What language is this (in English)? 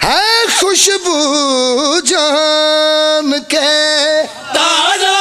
Pahari-Potwari